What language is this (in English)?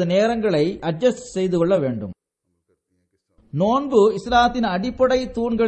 Tamil